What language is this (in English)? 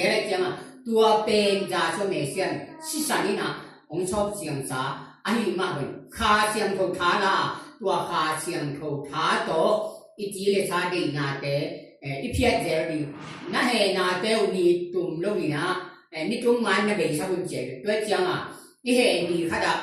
Tedim Chin